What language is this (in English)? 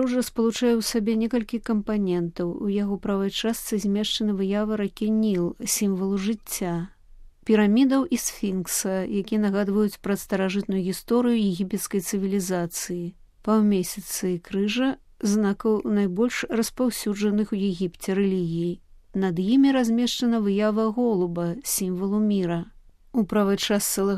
Belarusian